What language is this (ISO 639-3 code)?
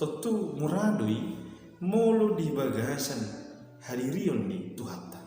bbc